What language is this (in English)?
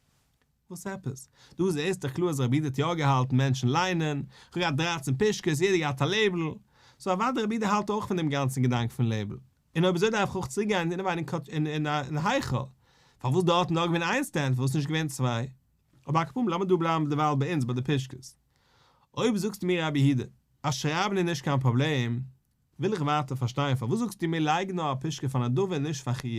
Yiddish